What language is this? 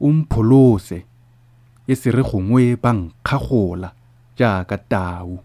Tswana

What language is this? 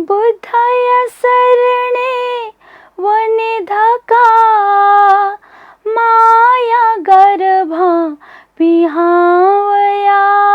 Newari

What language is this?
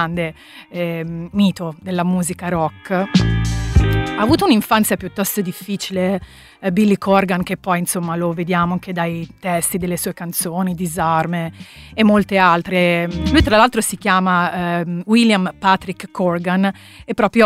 Italian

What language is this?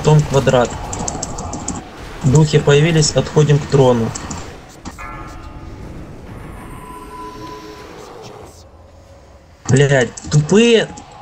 Russian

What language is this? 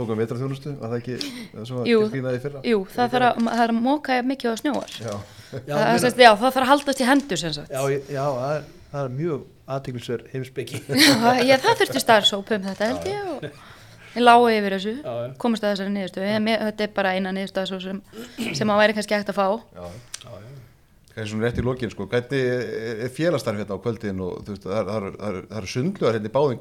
Icelandic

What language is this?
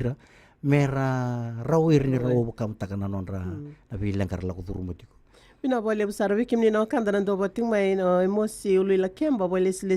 Fijian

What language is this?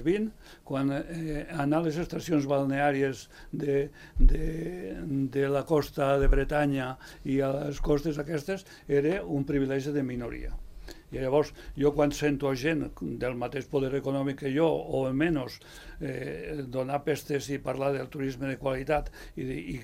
Catalan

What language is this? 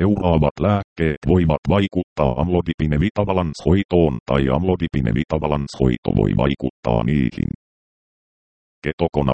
Finnish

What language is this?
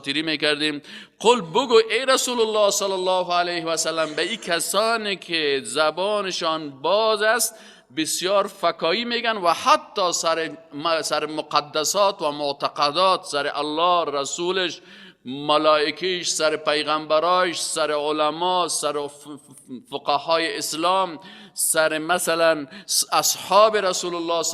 Persian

